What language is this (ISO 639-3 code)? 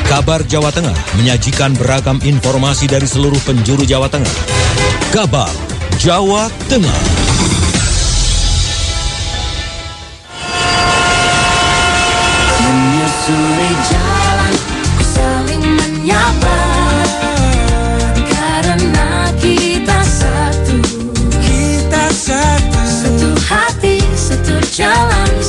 ind